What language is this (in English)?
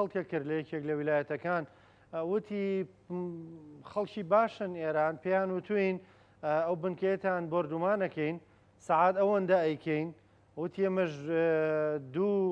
Central Kurdish